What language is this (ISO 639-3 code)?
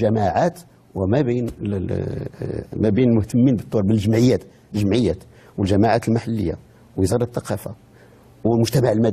ary